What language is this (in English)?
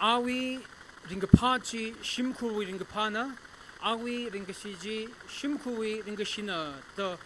Tangkhul Naga (India)